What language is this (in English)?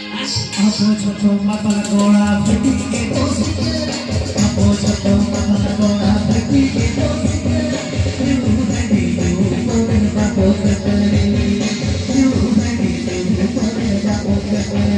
Santali